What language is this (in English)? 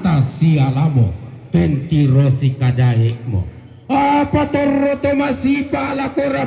Toraja-Sa'dan